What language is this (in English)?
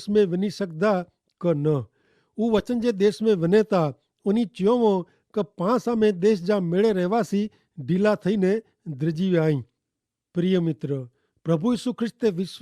Kachhi